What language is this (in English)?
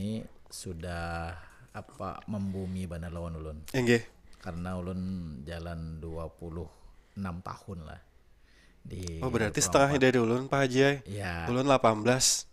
Banjar